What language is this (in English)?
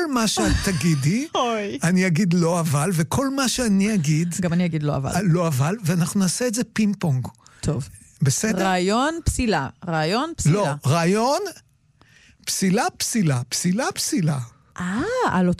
Hebrew